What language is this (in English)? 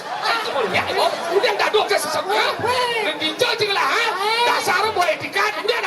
Balinese